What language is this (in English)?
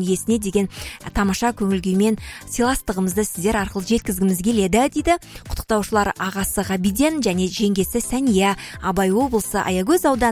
Kazakh